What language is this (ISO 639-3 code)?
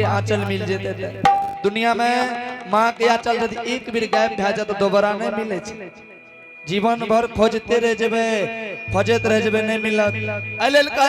anp